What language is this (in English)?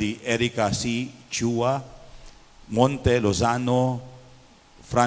Pampanga